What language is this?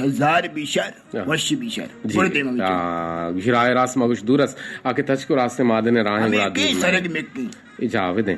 Eastern Balochi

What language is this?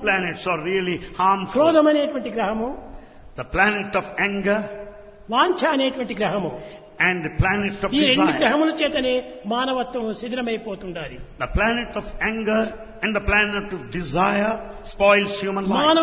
Telugu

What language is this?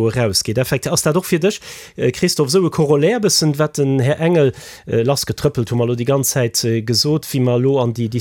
Luxembourgish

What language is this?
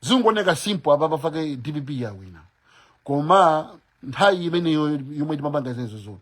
Nyanja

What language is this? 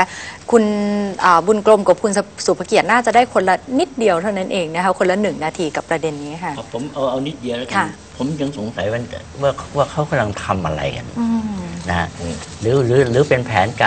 Thai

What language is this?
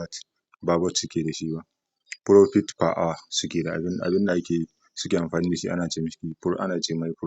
Hausa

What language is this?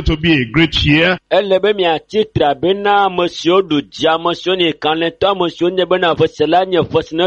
Ewe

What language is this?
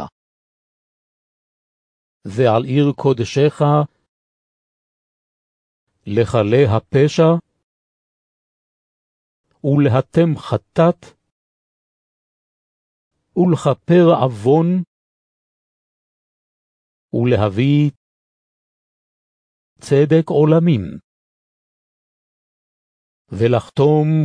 Hebrew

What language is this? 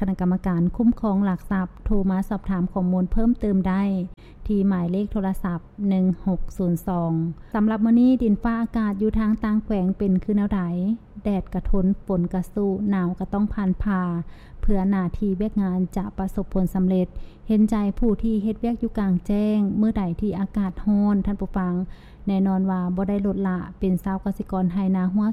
Lao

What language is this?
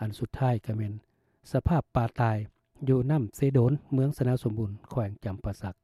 Lao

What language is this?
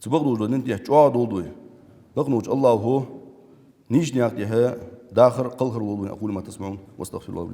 Ingush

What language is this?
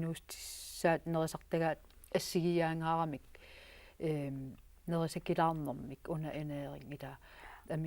Kalaallisut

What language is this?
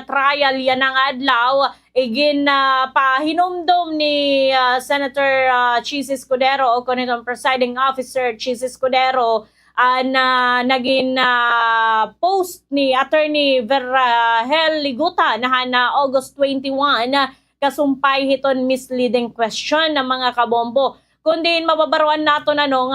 Waray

